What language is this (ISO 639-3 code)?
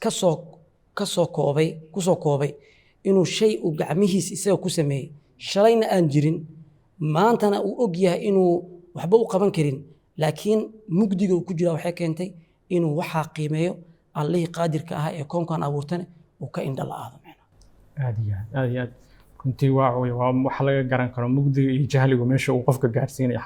som